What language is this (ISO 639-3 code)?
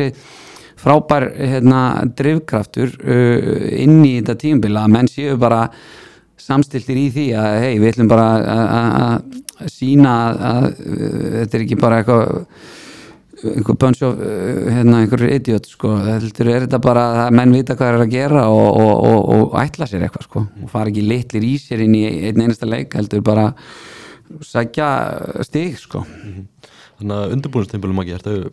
isl